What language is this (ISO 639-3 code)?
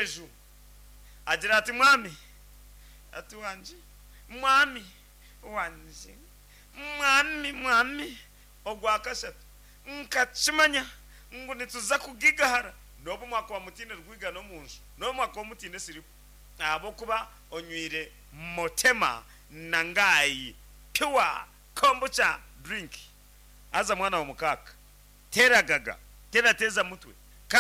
nyn